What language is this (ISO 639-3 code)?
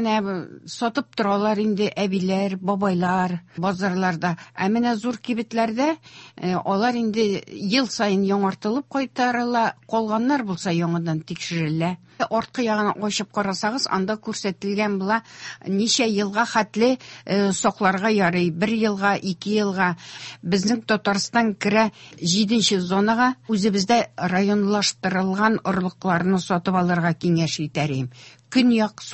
tat